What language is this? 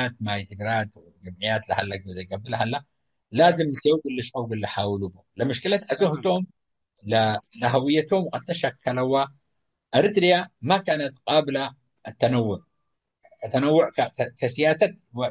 Tigre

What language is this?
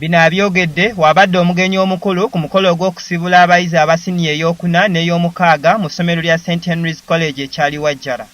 Ganda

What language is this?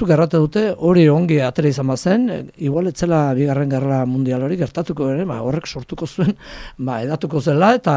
Basque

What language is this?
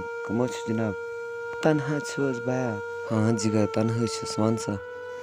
Kashmiri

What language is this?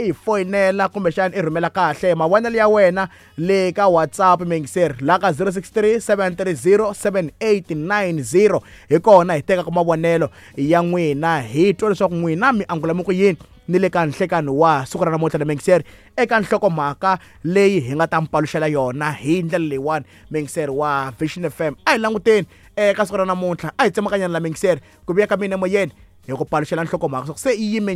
Tsonga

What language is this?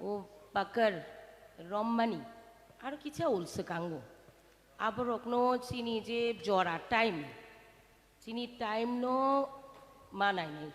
Kok Borok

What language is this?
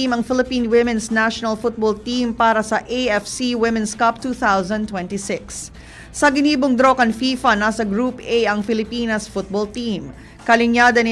Bikol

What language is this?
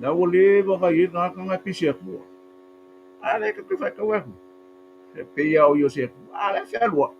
Samoan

